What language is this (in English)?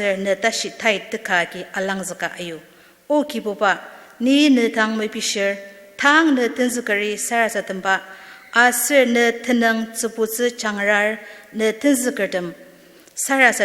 Ao Naga